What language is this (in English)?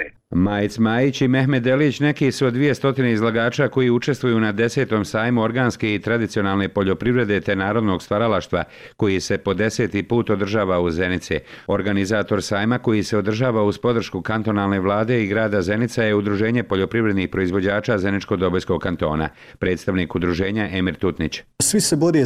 Bosnian